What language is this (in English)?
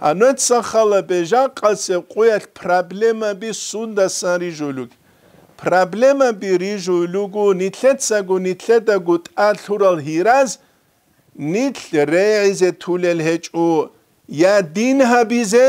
Avaric